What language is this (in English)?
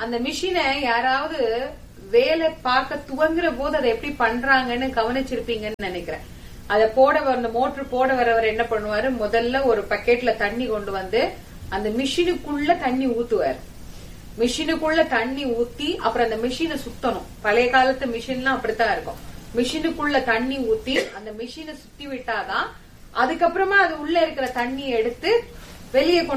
Tamil